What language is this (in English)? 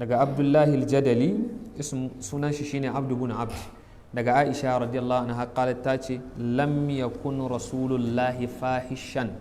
Hausa